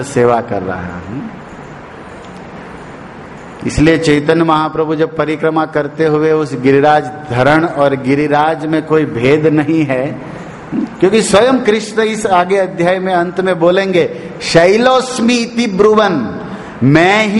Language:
Hindi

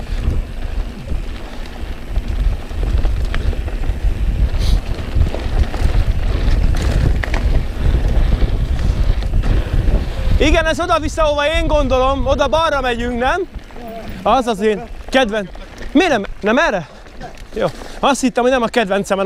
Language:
Hungarian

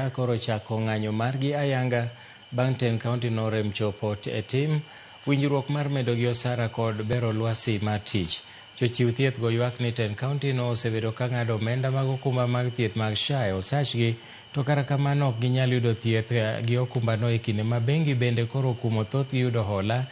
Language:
Luo (Kenya and Tanzania)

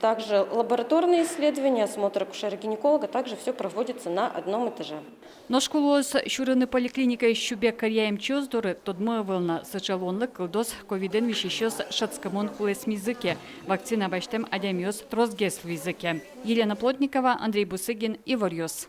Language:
Udmurt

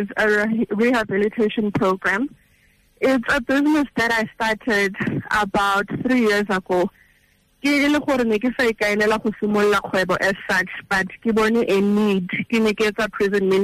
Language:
Tswana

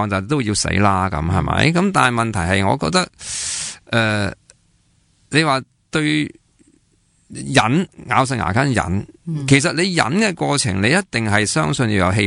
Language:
Cantonese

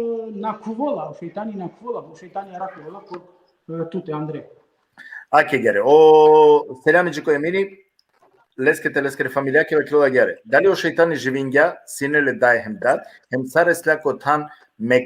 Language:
Balkan Romani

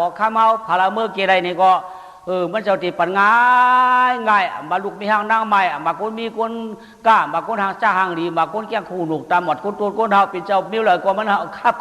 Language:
Shan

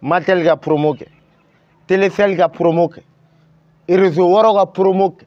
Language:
Bambara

